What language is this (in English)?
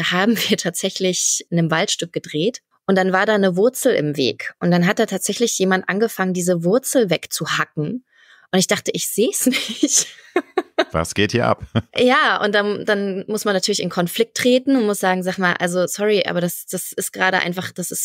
German